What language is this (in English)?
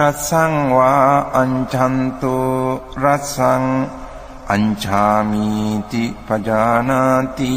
Pali